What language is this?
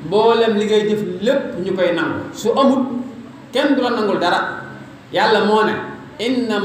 Wolof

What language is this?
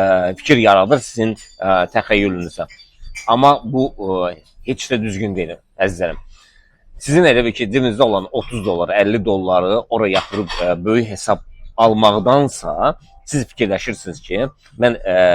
Azerbaijani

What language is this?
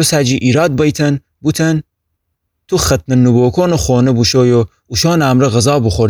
Gilaki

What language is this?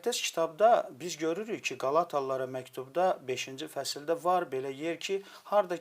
Azerbaijani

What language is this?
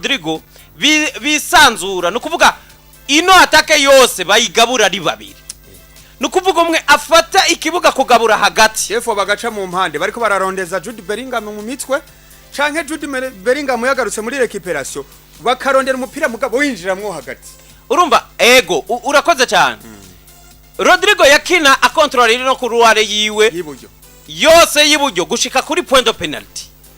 Rundi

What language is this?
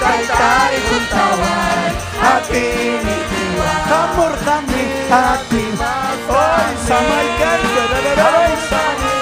Ayacucho Quechua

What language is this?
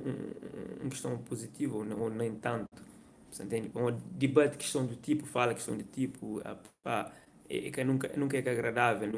Kabuverdianu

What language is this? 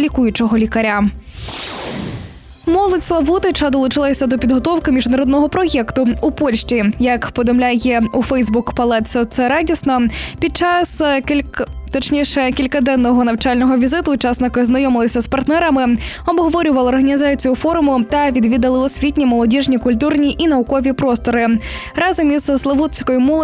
Ukrainian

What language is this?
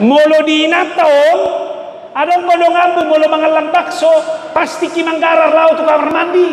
Batak Toba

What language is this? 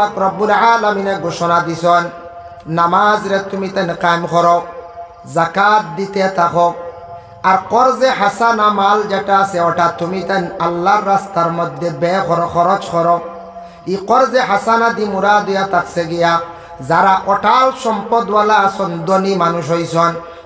Sylheti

